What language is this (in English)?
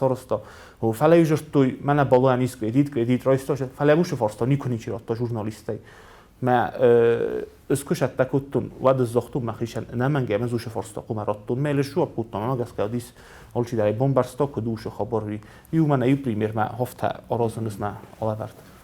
Ossetic